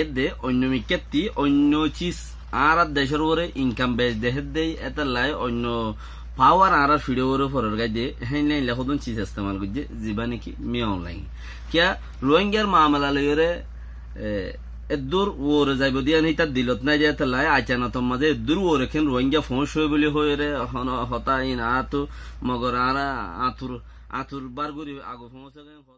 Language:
Rohingya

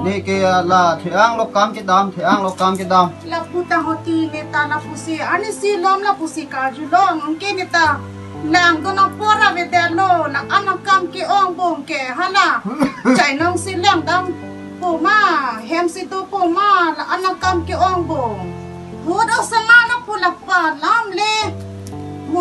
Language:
Karbi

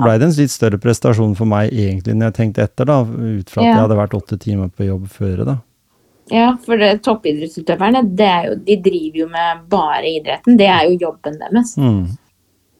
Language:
Norwegian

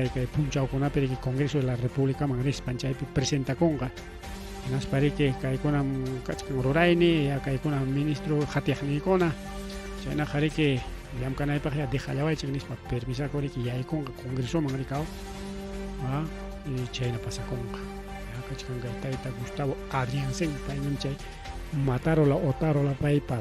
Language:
Ayacucho Quechua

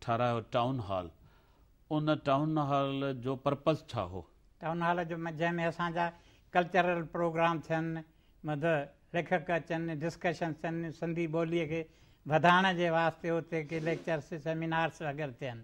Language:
Sindhi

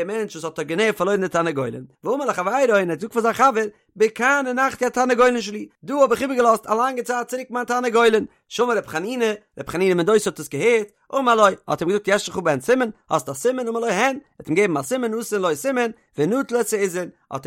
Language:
Yiddish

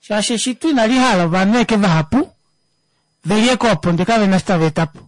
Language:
Kuanyama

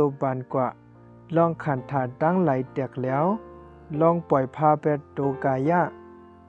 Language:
Shan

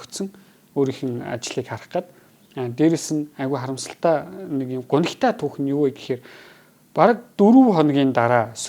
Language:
Mongolian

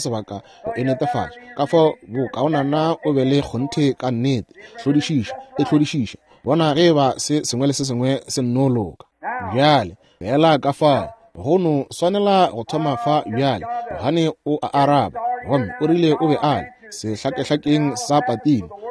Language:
Northern Sotho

